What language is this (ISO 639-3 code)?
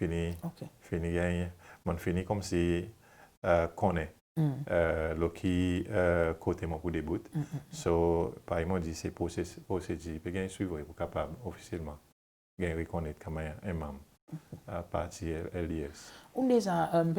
crs